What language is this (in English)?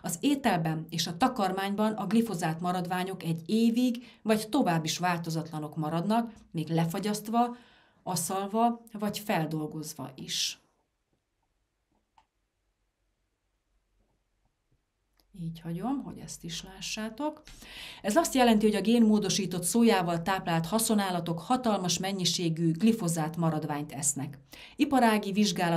Hungarian